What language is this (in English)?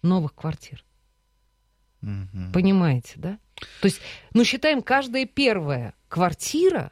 Russian